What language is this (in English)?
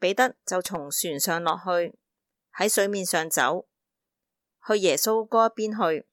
Cantonese